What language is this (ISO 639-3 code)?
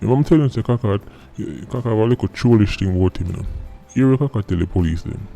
jam